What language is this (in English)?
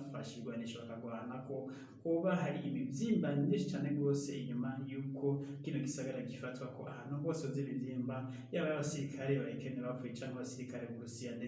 Rundi